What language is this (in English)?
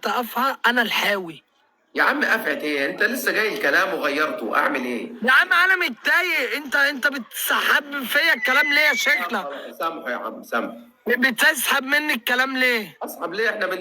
Egyptian Arabic